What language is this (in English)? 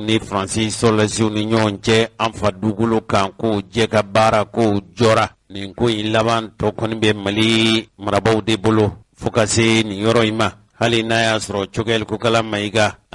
Bambara